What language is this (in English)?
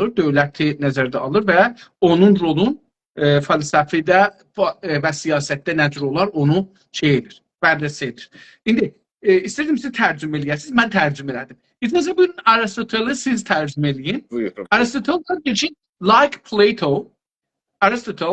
South Azerbaijani